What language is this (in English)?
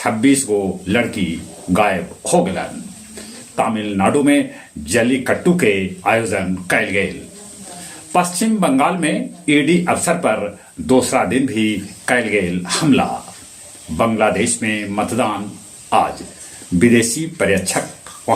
Magahi